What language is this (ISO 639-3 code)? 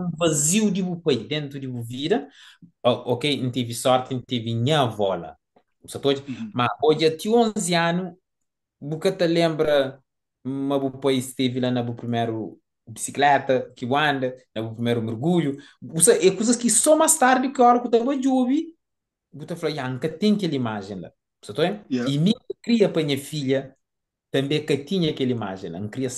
kea